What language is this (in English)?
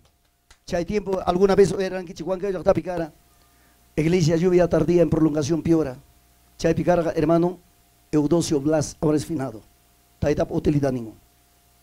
Ayacucho Quechua